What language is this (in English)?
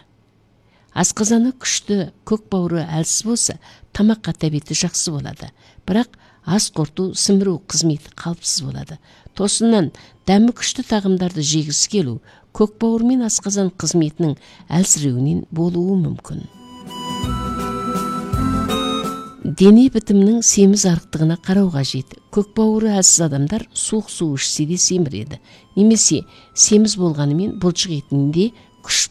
Kazakh